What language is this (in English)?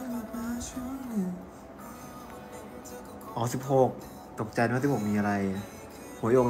Thai